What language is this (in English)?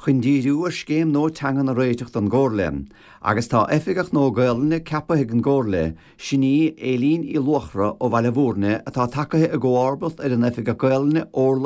Irish